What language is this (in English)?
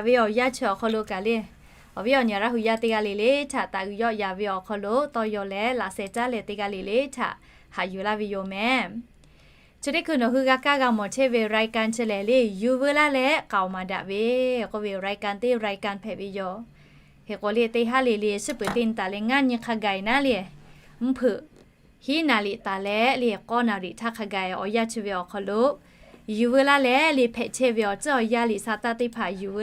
Lahu